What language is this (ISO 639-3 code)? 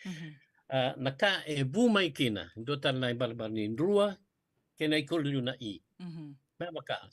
fij